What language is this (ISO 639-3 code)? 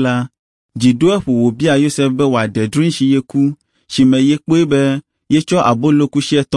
ewe